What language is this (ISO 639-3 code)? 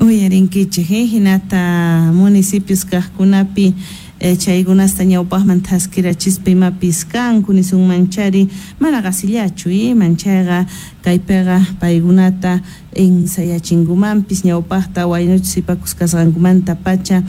que